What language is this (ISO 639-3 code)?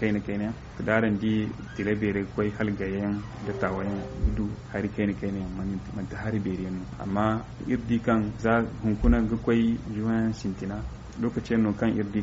dje